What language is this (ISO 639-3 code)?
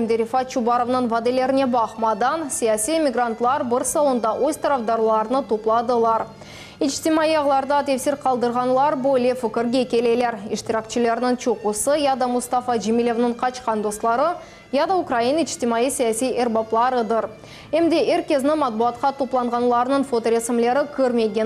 crh